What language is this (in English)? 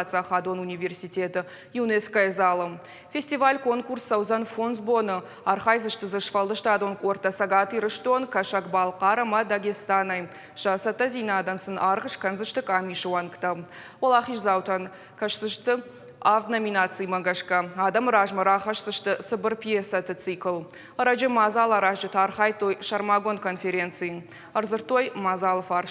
Ossetic